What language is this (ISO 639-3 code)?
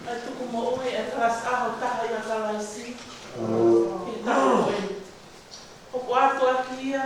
ton